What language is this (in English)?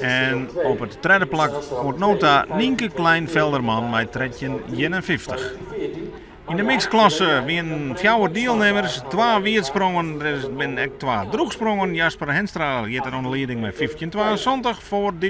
Western Frisian